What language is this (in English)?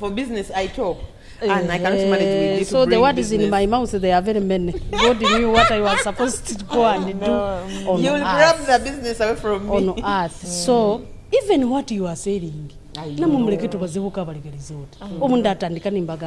Nyoro